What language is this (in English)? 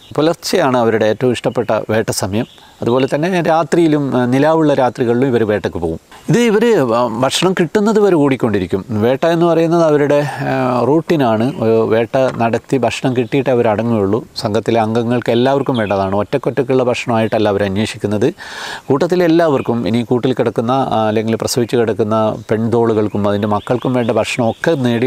Malayalam